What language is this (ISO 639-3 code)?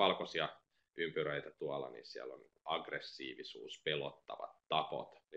fin